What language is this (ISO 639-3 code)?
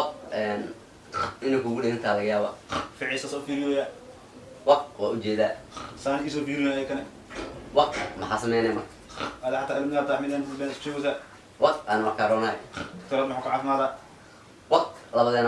som